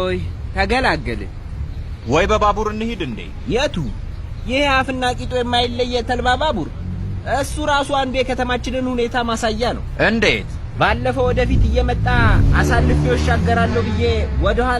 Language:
Amharic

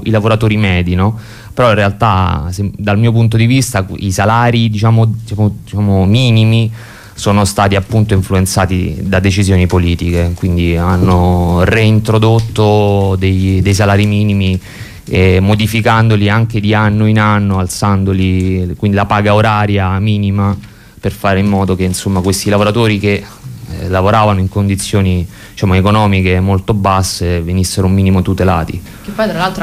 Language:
Italian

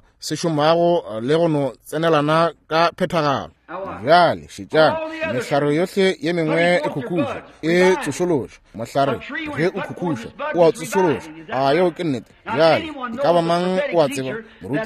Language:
Northern Sotho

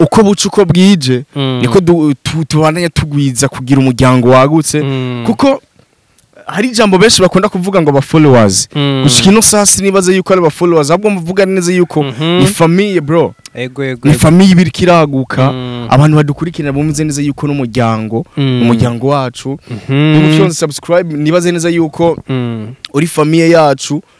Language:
Rundi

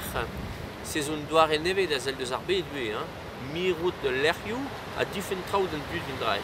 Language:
Breton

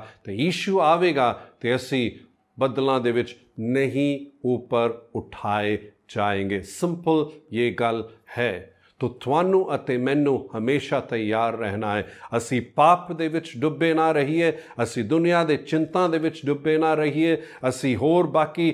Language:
Punjabi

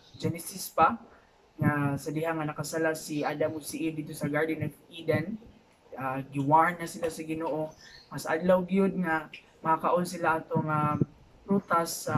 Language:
Cebuano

